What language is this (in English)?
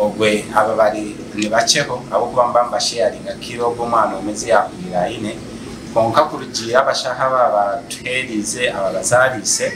Nyankole